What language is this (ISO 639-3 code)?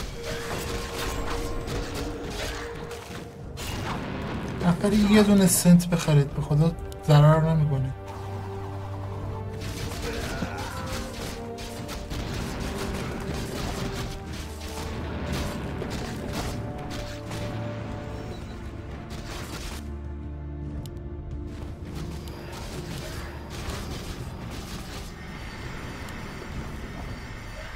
fas